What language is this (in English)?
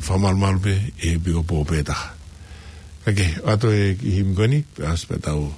Tongan